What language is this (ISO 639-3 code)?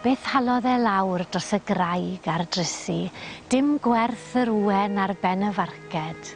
cym